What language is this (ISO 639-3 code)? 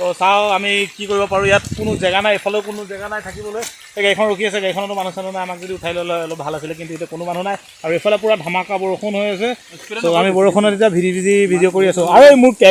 asm